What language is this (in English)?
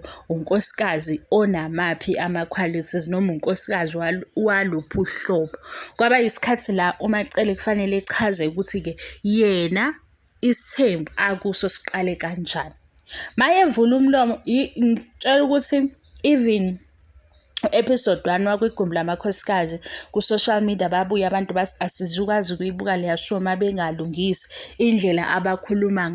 Zulu